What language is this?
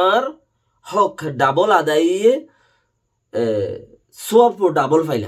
Rohingya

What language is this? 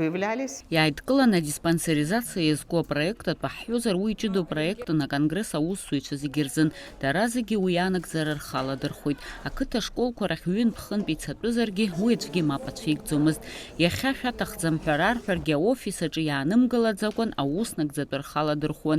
Abkhazian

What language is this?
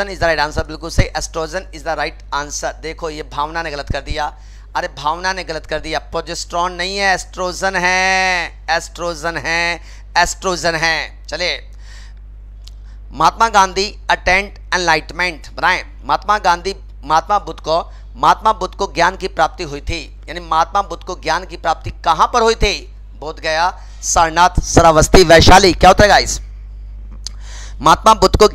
Hindi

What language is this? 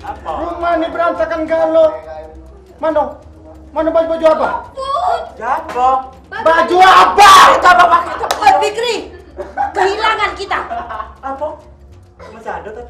Musi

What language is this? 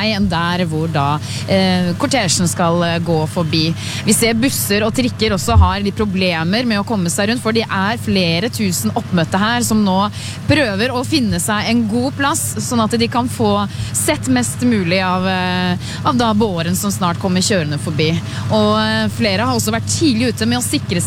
Norwegian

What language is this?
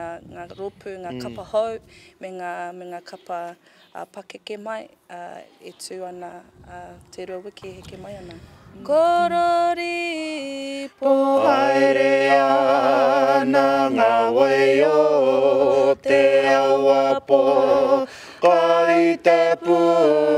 Māori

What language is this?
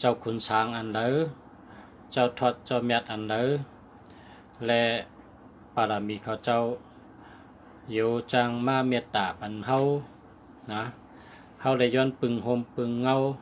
Shan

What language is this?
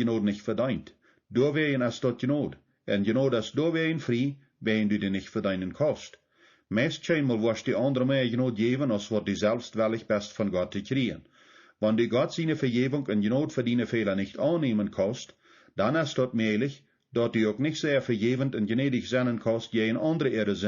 Plautdietsch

